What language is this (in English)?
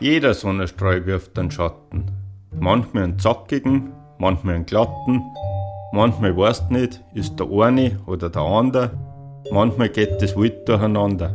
Bavarian